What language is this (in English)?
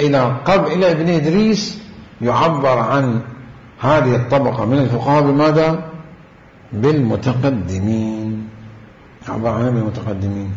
Mesopotamian Arabic